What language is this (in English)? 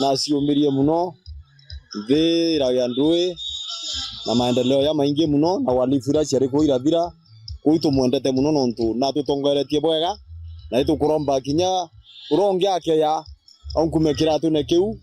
Meru